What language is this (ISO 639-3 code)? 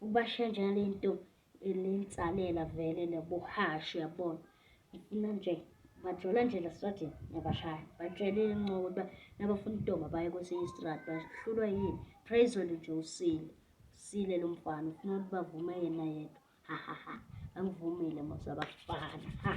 zul